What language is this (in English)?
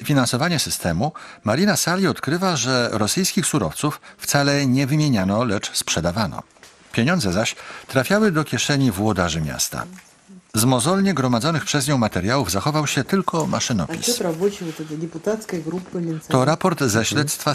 Polish